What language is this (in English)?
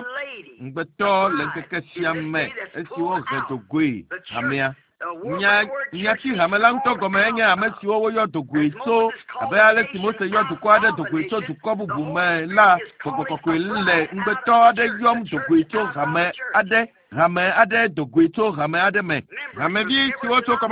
Ewe